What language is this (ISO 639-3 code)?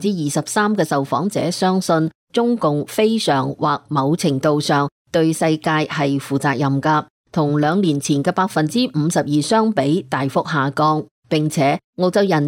yue